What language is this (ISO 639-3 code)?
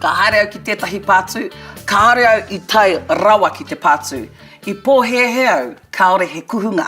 mri